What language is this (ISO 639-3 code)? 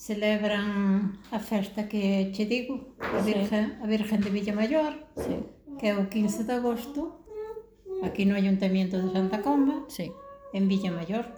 glg